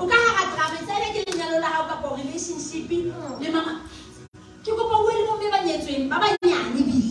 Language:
Southern Sotho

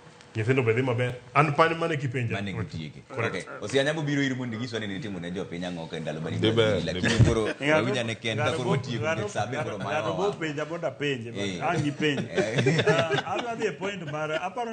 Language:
Luo (Kenya and Tanzania)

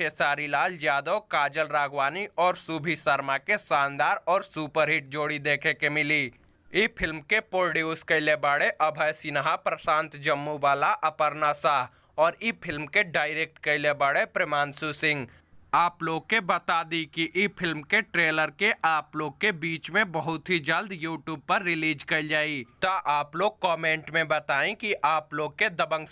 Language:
Bhojpuri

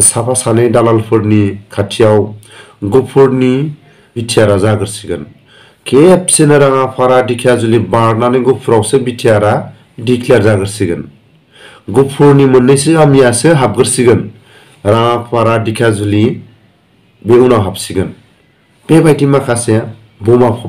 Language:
Bodo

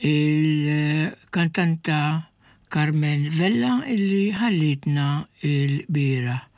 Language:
Maltese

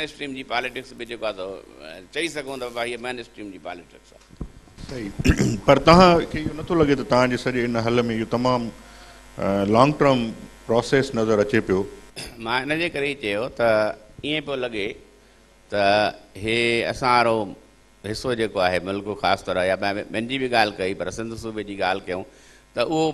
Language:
Sindhi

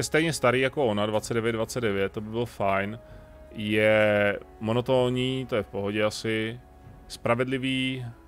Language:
Czech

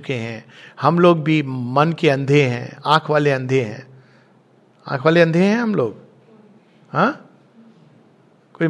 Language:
Hindi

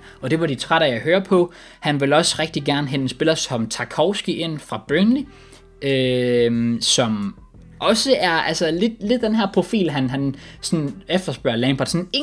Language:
Danish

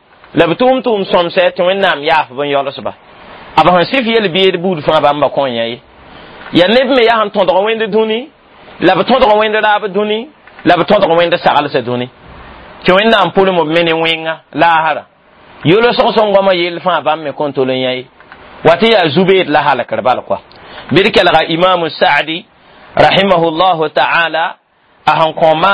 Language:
Mossi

